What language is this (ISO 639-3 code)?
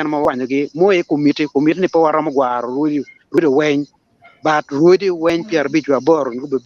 ach